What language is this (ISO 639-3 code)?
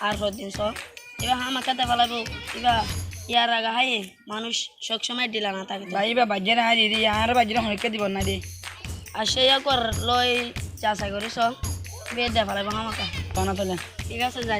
rhg